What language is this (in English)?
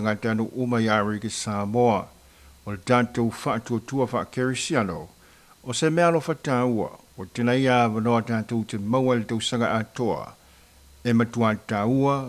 Samoan